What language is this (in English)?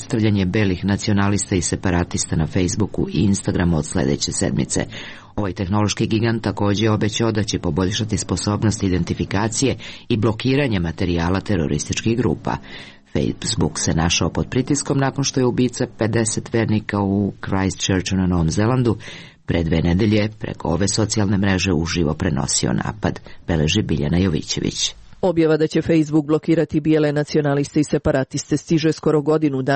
Serbian